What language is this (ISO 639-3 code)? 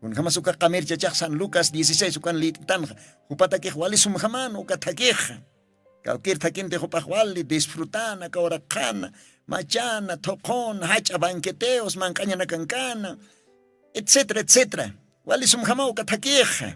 aym